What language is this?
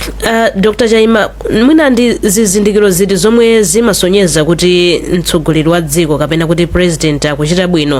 Nyanja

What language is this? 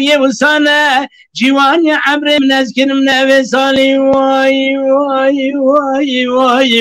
Kurdish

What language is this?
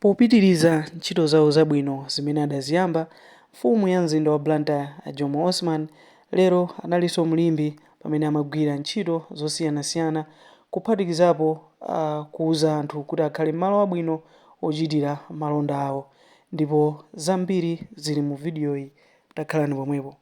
Nyanja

